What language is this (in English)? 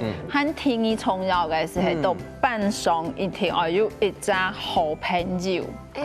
Hakka Chinese